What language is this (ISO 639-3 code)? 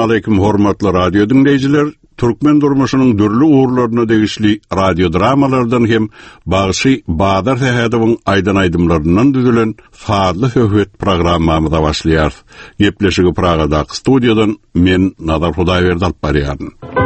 tuk